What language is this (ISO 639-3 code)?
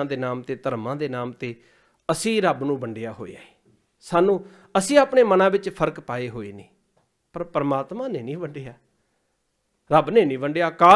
pan